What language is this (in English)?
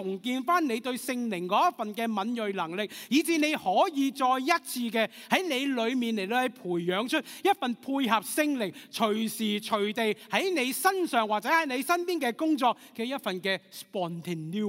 Cantonese